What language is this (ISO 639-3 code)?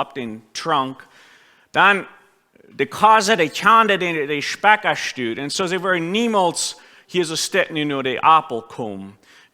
pdt